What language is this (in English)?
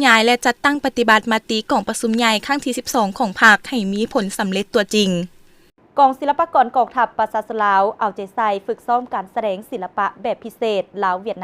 Lao